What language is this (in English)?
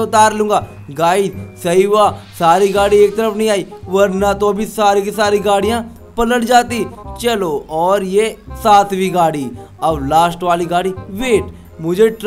Hindi